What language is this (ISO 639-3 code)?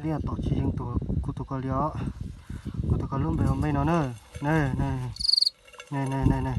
hmn